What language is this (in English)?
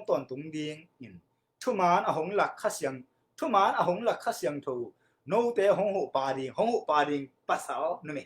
Tedim Chin